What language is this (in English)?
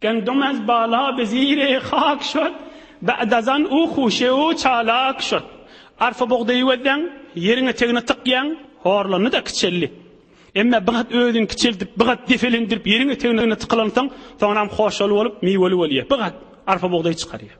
Turkmen